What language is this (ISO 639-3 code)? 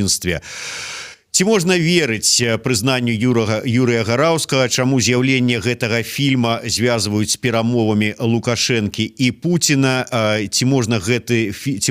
bel